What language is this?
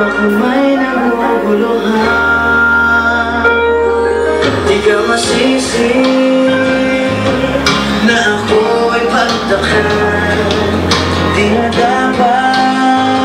Filipino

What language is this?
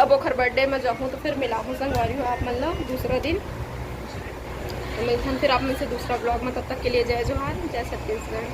Chhattisgarhi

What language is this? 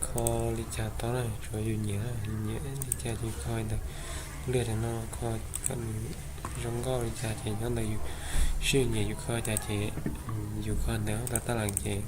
Hmong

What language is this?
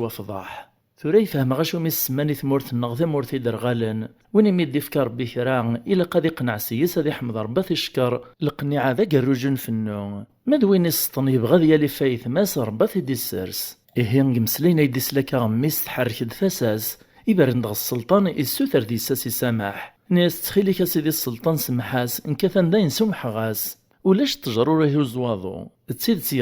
Kabyle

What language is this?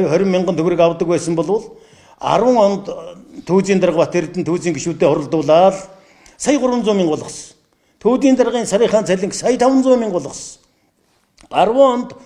Mongolian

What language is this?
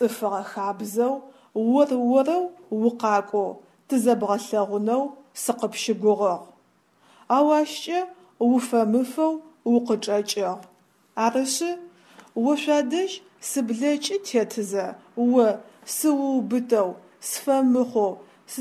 Adyghe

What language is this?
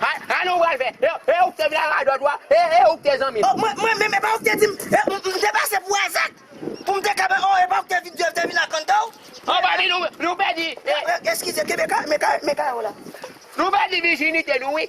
Haitian Creole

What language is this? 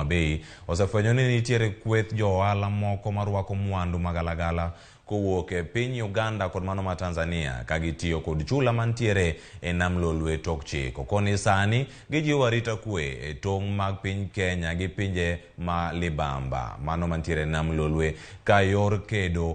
Luo (Kenya and Tanzania)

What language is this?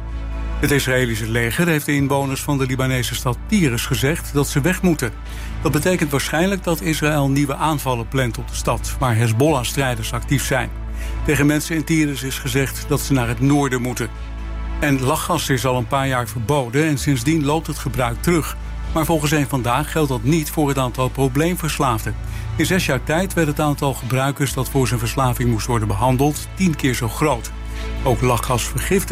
Dutch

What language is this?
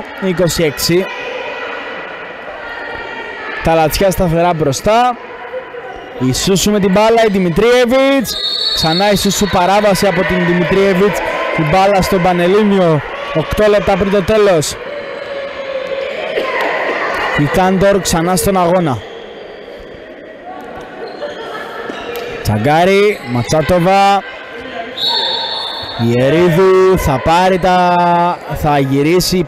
Greek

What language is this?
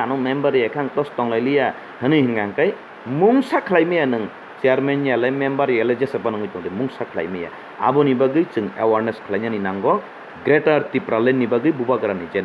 Kok Borok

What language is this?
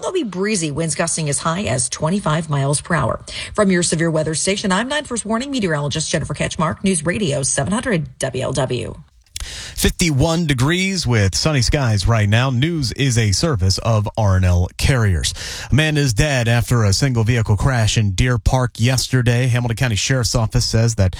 English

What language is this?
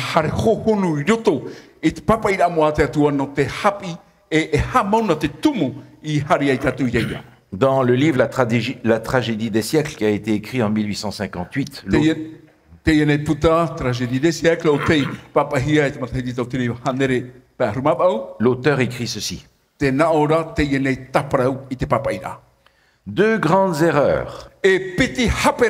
Tahitian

